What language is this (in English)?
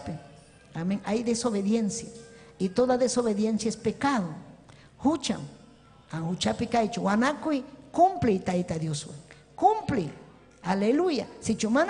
Ayacucho Quechua